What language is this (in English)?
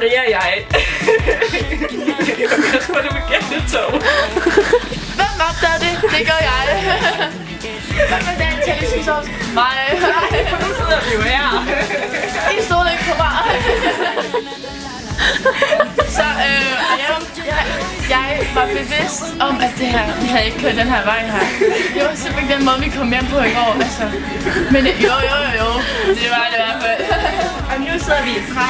Danish